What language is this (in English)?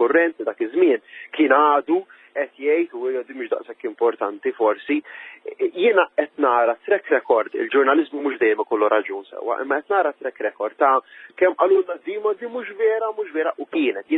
Maltese